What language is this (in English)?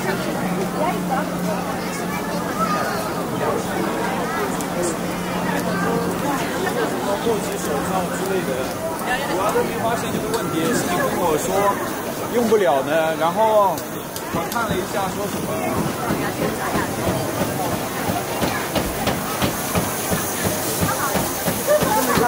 Chinese